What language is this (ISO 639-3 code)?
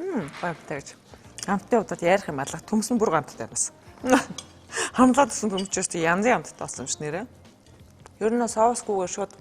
mon